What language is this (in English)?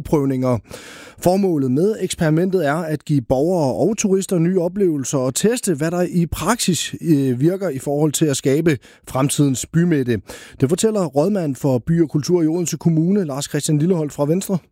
Danish